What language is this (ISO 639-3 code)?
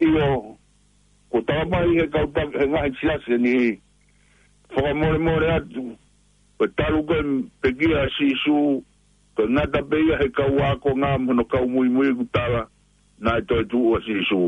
ton